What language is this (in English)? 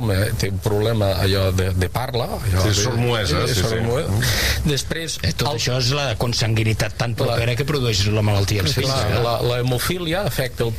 Catalan